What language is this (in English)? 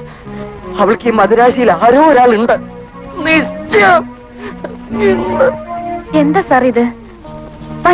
Malayalam